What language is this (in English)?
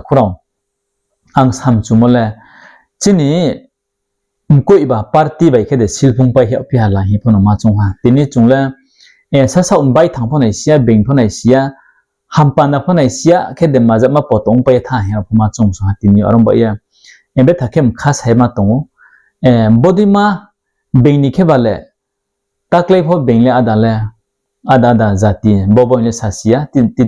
Riang (India)